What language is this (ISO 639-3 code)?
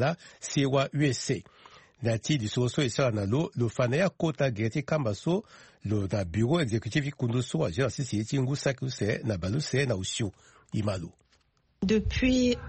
sag